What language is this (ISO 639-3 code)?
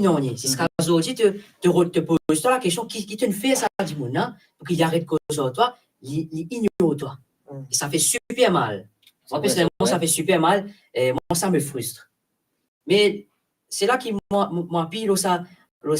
mfe